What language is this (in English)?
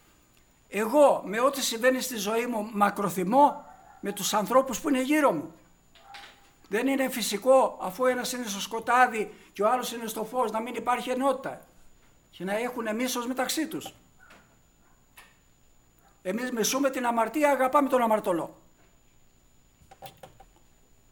Greek